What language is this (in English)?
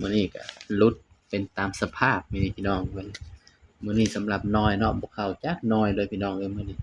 Lao